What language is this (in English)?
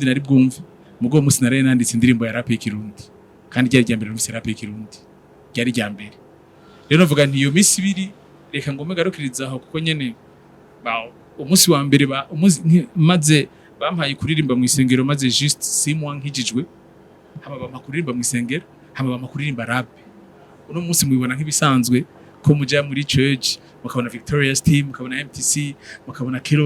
Rundi